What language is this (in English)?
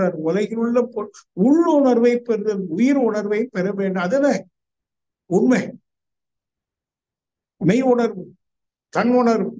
Tamil